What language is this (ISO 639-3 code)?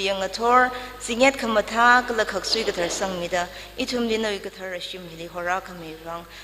nmf